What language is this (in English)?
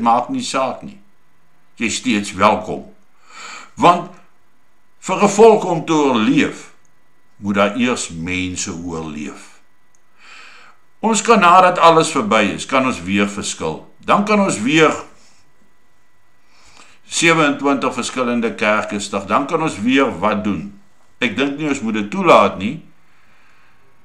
Afrikaans